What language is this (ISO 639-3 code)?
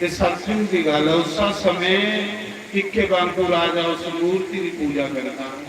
doi